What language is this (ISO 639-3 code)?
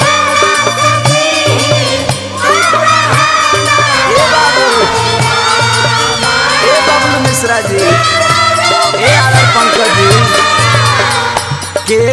bho